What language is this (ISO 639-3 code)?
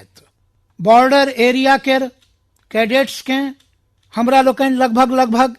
mai